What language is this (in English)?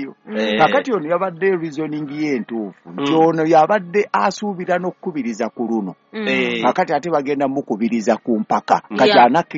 Ganda